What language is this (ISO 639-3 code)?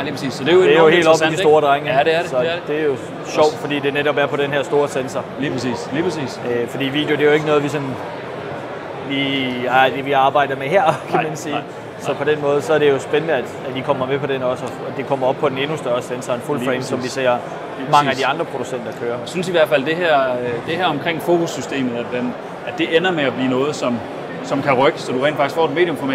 dan